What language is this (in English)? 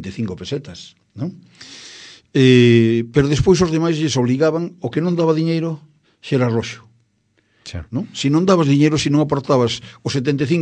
Galician